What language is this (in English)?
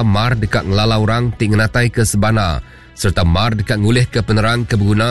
Iban